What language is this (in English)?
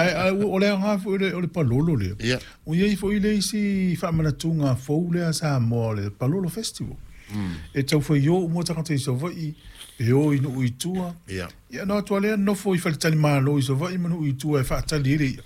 Samoan